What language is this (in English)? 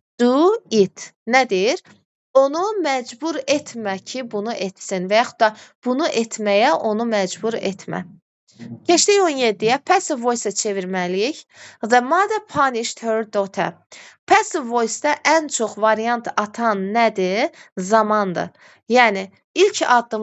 Azerbaijani